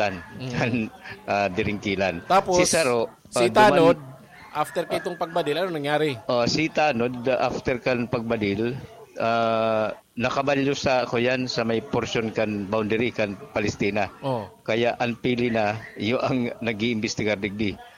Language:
Bikol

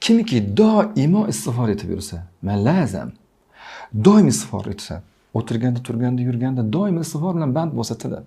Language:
Uzbek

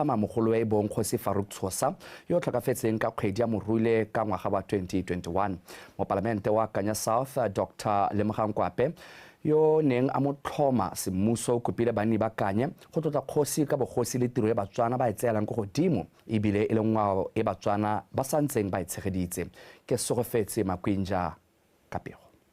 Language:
Tswana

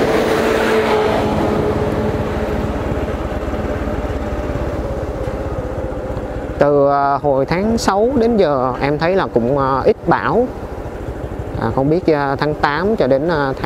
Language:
Vietnamese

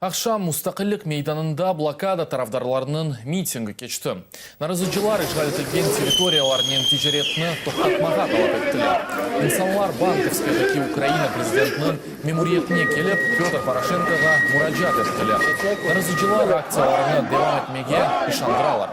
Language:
Crimean Tatar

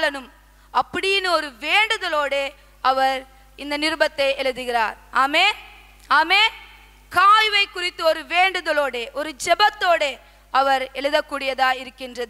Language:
Tamil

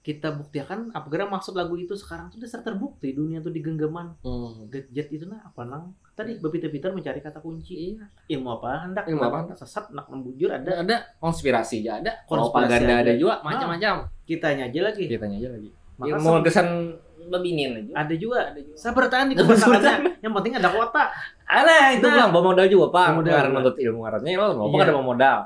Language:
Banjar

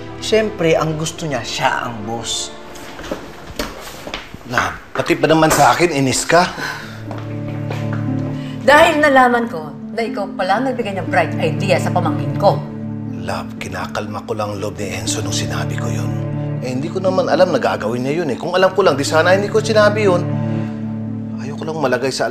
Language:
Filipino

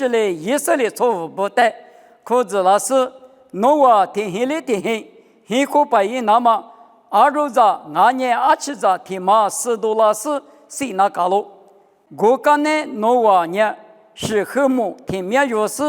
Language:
Lisu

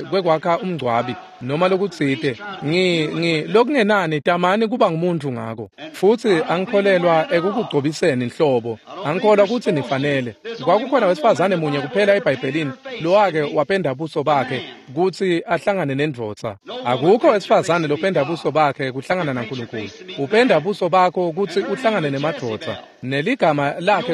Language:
Swati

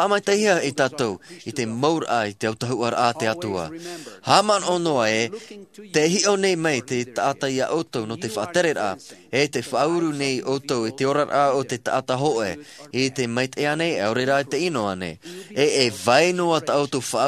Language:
Tahitian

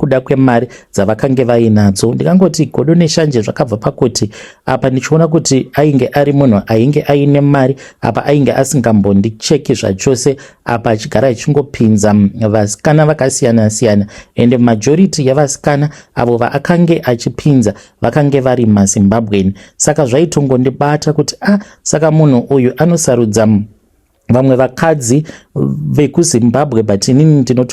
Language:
Shona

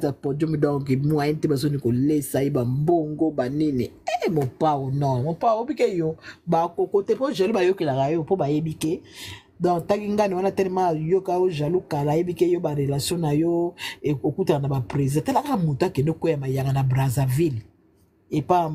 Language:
Lingala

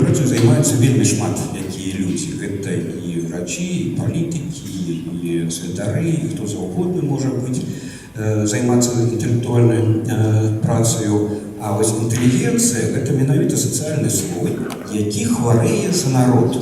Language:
Belarusian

